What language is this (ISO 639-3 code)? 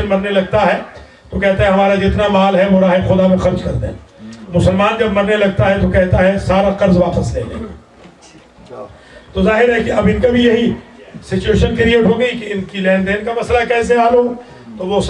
urd